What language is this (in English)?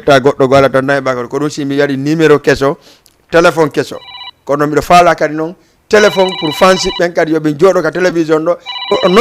Fula